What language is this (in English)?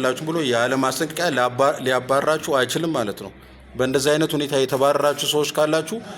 Amharic